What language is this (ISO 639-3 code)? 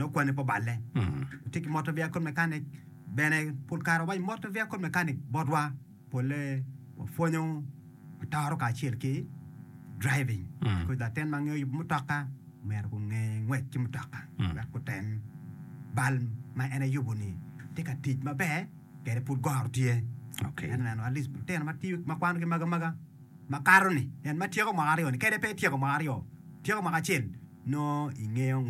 ach